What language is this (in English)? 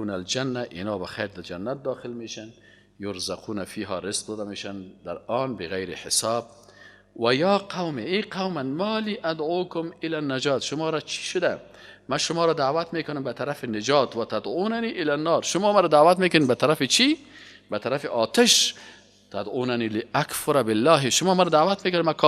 Persian